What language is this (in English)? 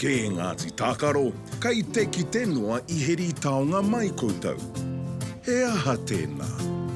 Māori